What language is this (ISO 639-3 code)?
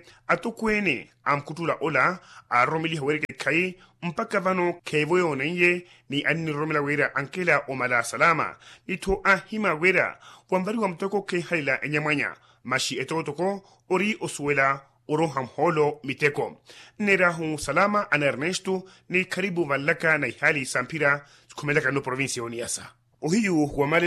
vmw